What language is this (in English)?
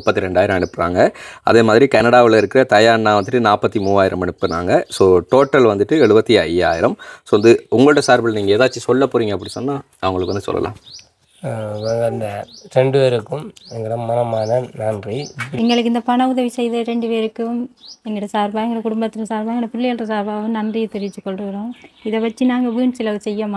Tamil